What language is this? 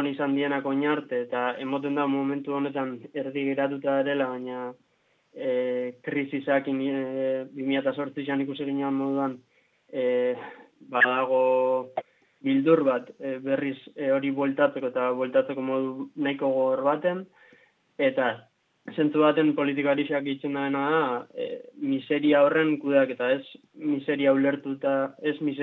Basque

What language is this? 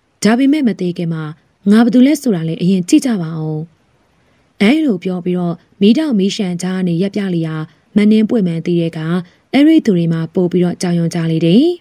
Burmese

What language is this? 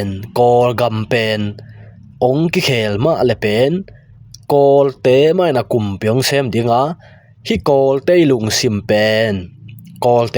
Tedim Chin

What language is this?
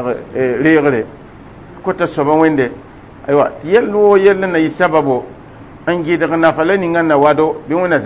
Mossi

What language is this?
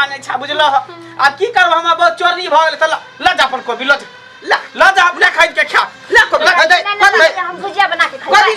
Maithili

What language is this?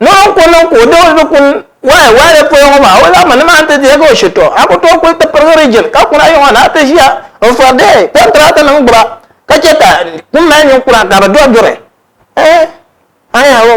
Dagbani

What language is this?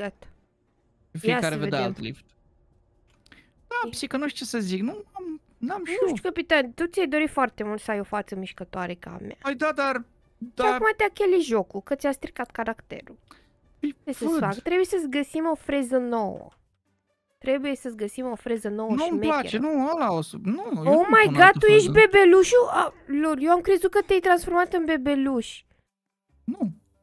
Romanian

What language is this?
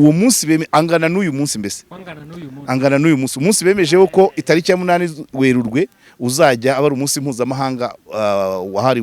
Kinyarwanda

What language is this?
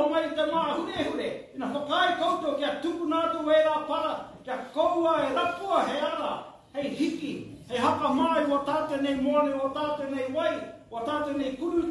Māori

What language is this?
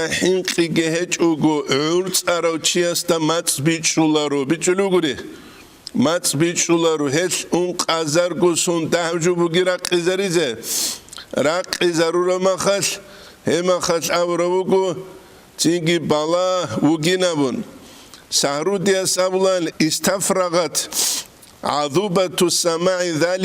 Avaric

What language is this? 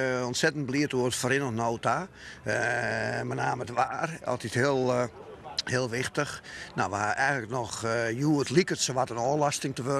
Western Frisian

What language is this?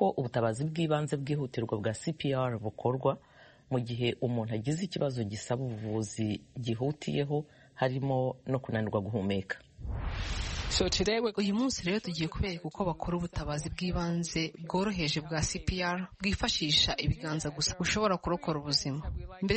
Kinyarwanda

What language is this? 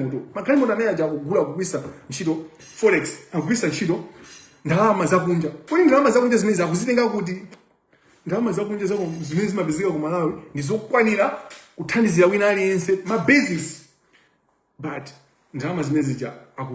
Nyanja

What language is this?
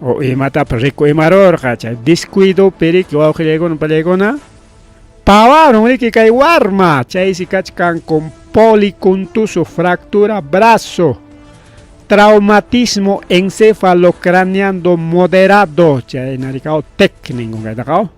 Ayacucho Quechua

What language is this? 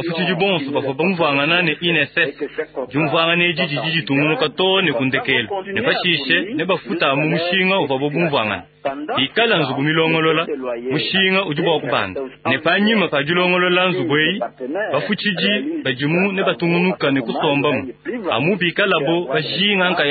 Luba-Lulua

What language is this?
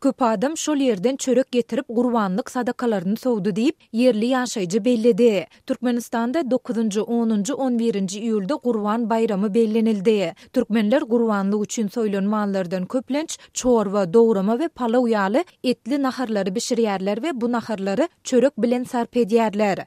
Turkmen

